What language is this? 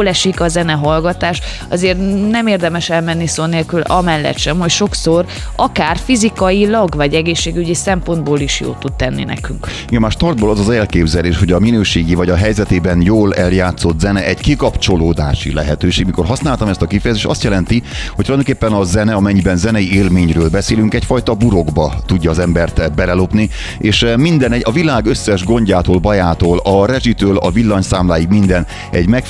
Hungarian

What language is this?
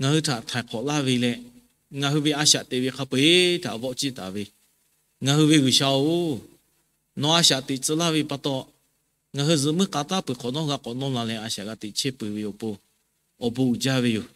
Lahu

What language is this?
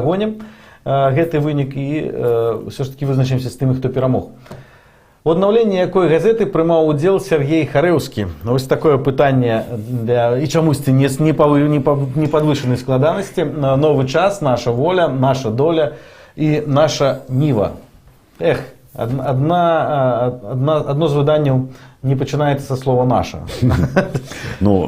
Belarusian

